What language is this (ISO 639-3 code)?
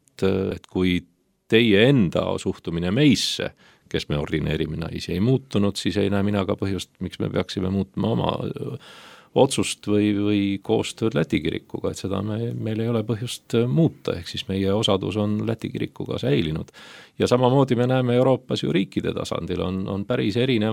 est